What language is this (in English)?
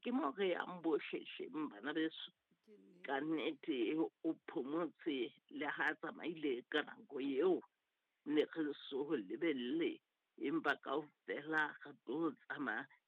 Southern Sotho